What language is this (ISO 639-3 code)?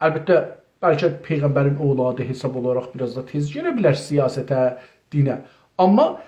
azb